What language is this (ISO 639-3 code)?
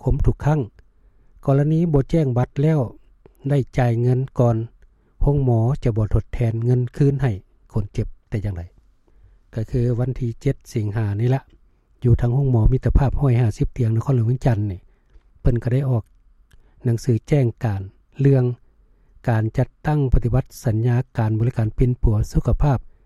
lao